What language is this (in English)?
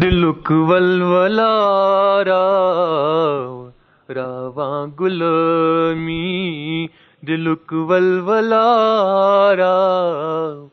Kashmiri